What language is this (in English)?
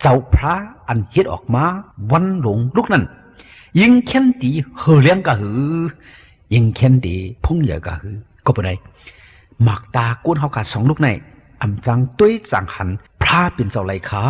Shan